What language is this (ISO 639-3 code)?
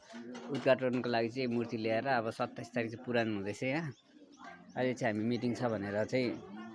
nep